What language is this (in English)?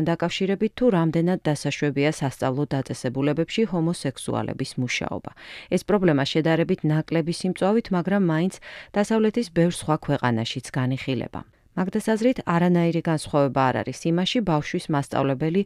Georgian